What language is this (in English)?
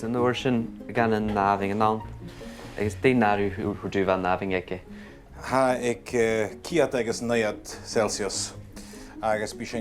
Scottish Gaelic